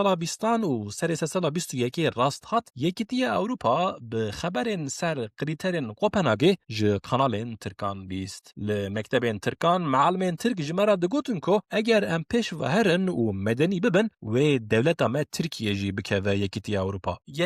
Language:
Kurdish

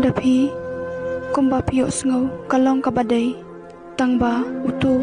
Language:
Khasi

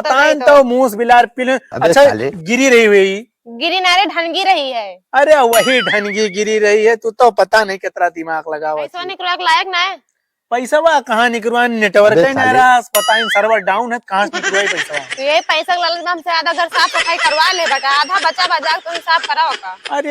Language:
Awadhi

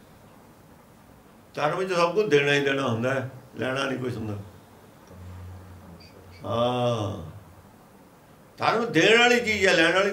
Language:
Punjabi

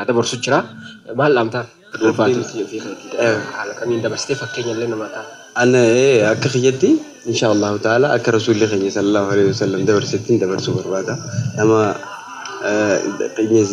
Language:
Oromo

